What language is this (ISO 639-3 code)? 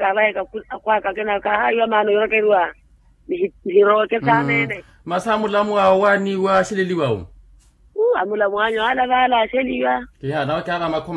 vmw